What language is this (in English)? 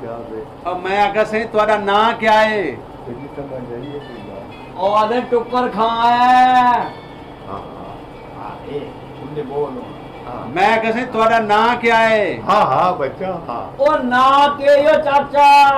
Saraiki